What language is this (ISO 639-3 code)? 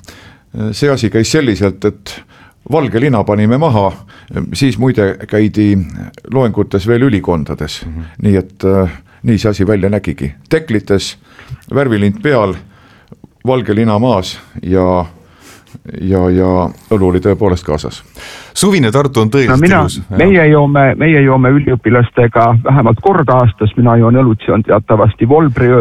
est